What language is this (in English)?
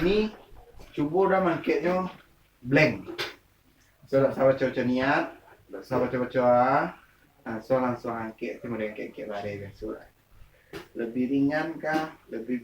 Minangkabau